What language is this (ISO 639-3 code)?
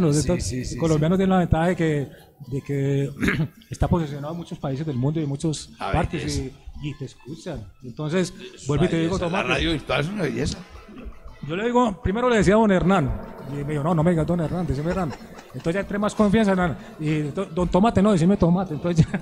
spa